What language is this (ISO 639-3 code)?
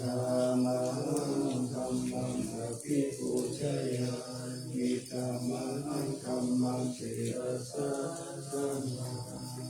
pli